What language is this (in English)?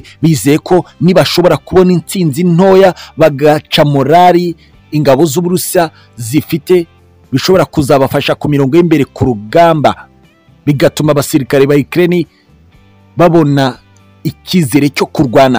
Kinyarwanda